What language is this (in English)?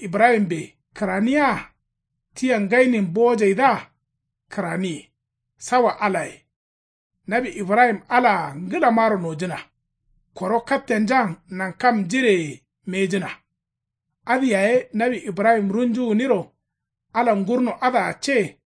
Kanuri